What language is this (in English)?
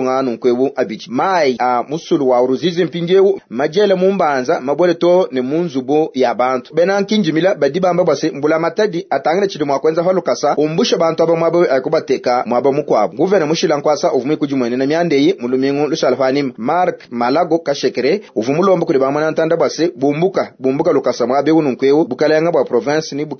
Luba-Lulua